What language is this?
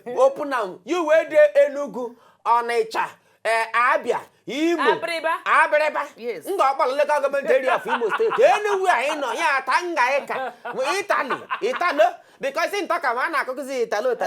Nigerian Pidgin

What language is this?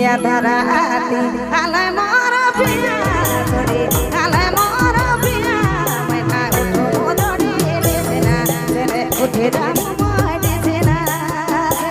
Sadri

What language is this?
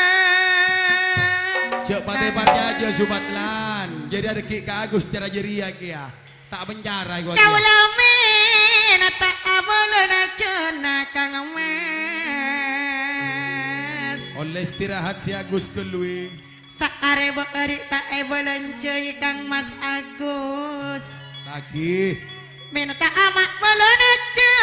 Madurese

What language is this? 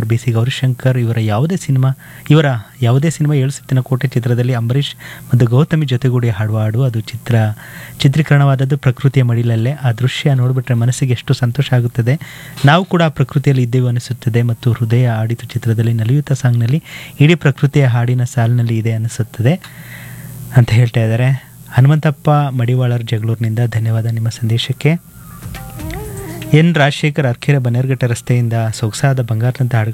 Kannada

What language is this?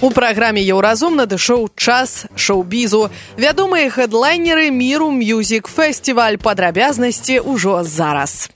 Belarusian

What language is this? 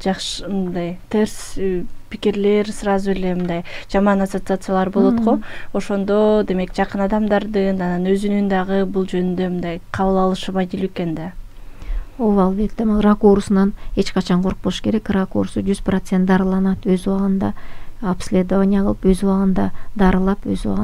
Kyrgyz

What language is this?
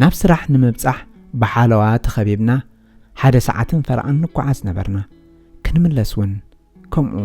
Tigrinya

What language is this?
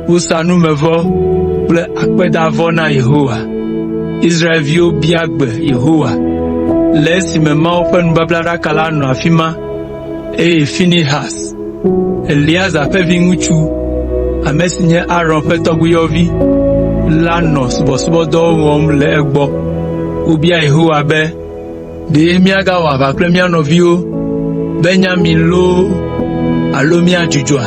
Ewe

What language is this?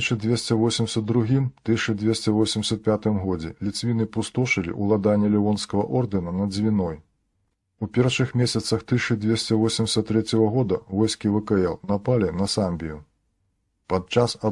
Belarusian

